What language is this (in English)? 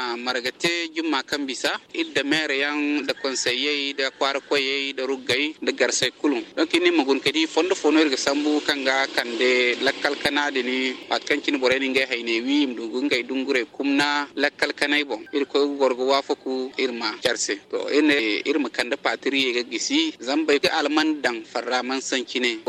Zarma